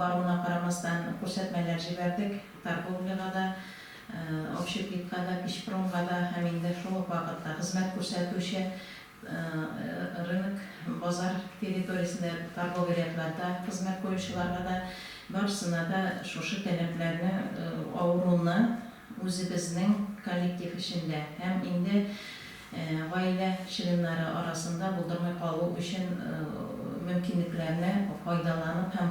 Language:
Tatar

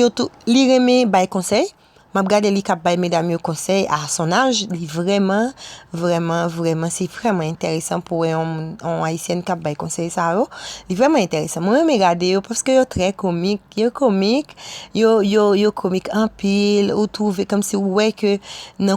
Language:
Haitian Creole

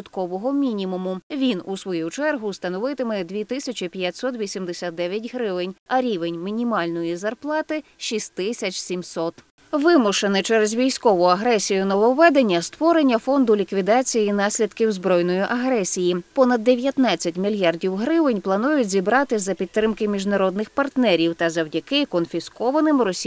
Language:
Ukrainian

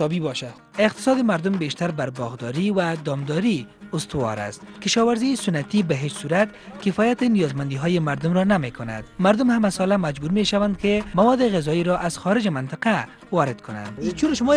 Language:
Persian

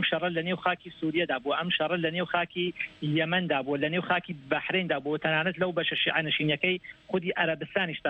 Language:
Central Kurdish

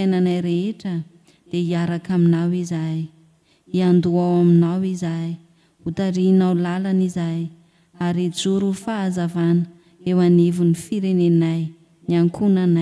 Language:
Malagasy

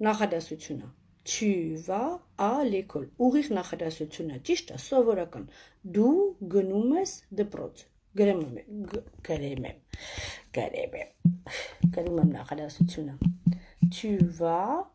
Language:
Armenian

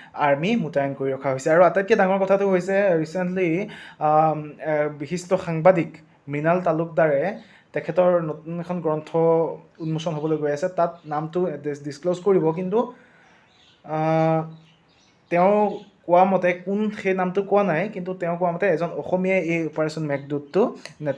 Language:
Assamese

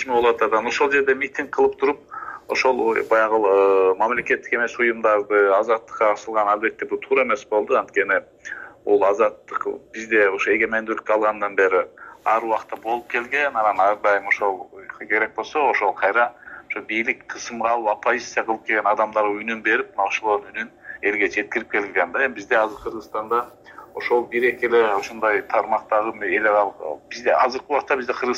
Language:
Kyrgyz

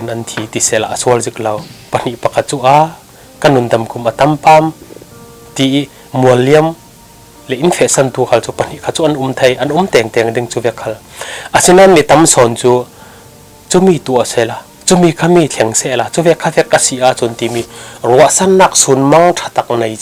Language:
Falam Chin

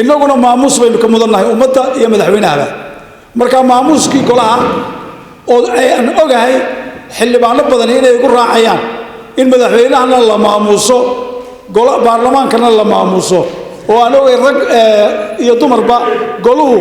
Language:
Somali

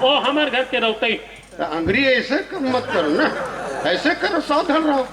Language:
Chhattisgarhi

